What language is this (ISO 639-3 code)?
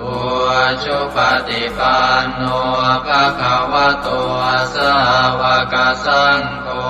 pli